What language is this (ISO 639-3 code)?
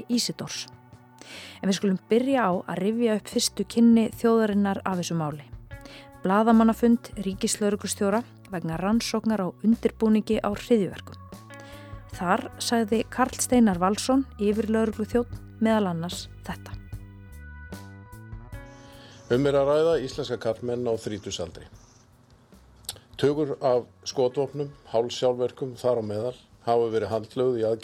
isl